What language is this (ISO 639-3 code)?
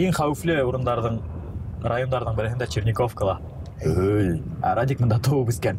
bak